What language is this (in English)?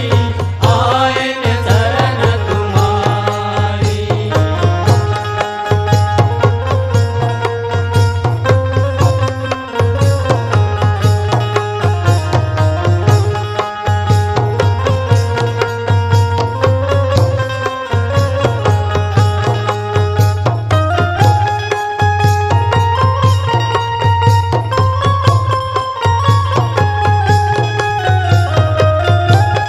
Chhattisgarhi